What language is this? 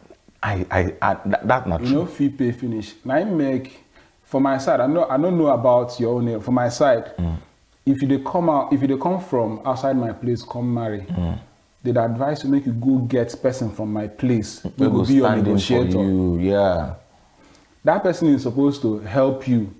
Nigerian Pidgin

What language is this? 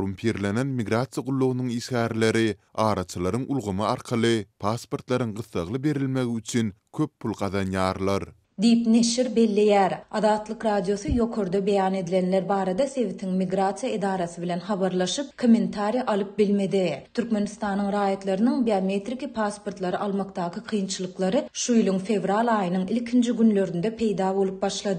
Turkmen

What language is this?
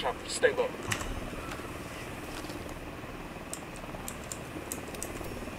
Turkish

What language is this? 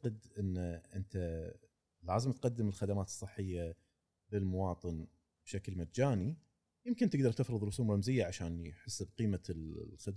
Gulf Arabic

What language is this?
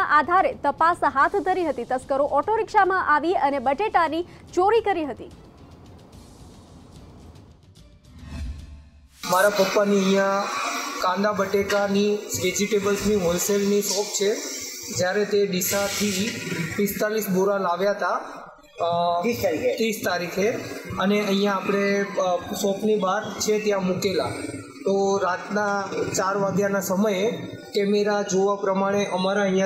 Gujarati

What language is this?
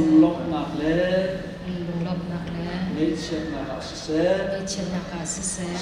Hakha Chin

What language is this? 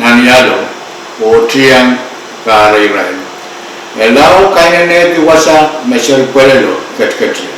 Pohnpeian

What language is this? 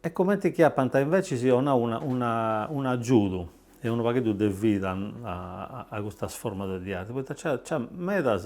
Sardinian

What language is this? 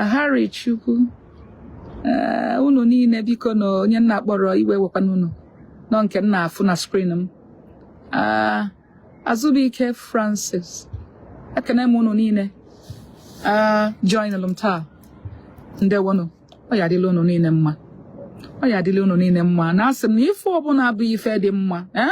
Igbo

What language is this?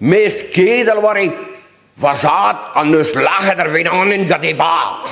Breton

